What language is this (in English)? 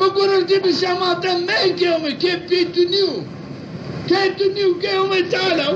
Zaza